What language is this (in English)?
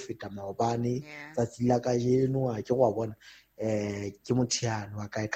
Southern Sotho